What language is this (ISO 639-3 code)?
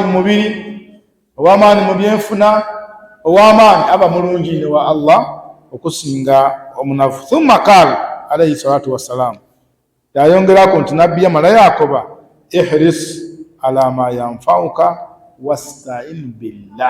lug